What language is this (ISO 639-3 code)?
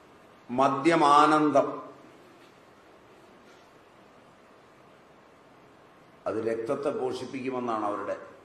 mal